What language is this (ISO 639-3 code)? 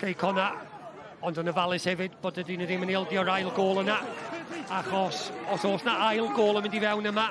cym